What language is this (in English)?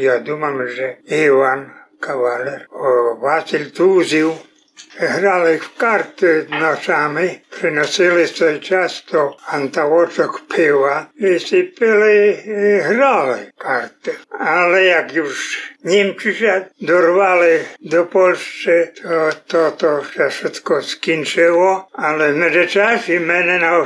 Rusyn